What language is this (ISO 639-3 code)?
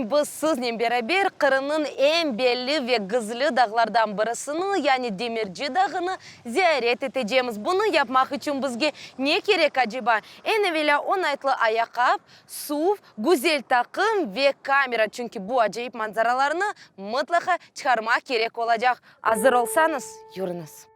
crh